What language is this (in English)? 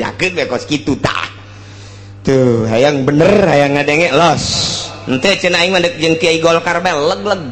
Sundanese